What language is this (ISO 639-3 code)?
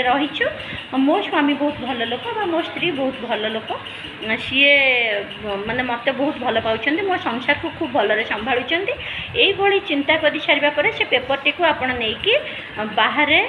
ori